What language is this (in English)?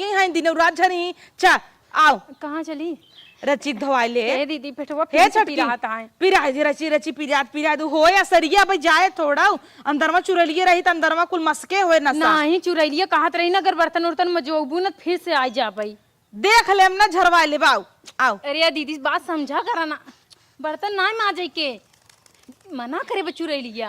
Awadhi